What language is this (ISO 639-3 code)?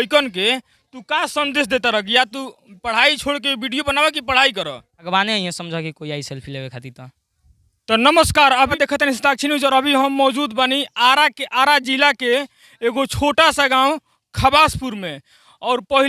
bho